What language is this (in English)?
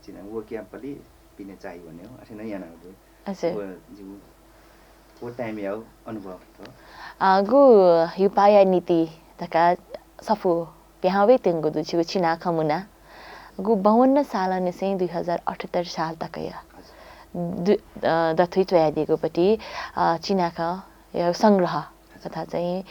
Newari